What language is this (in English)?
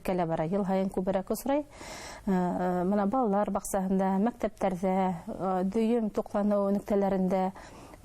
Bashkir